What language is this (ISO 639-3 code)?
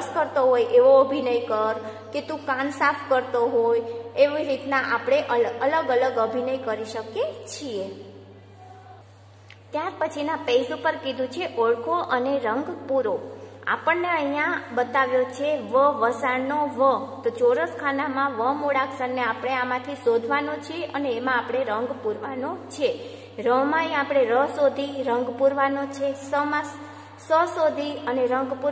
guj